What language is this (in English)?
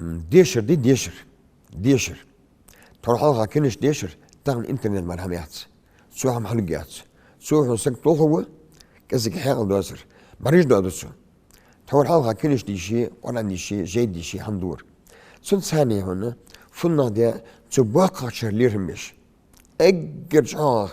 Ingush